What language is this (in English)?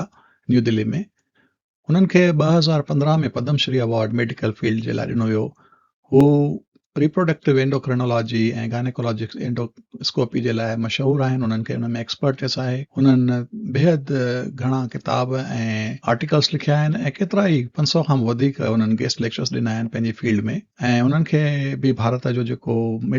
Sindhi